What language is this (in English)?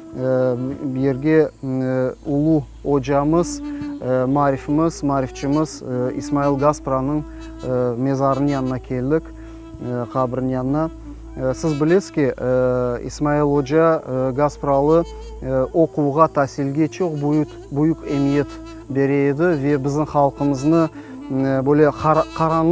Crimean Tatar